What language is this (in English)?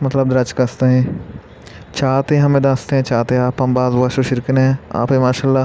Baluchi